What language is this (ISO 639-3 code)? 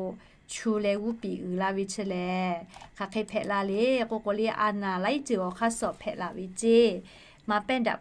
lhu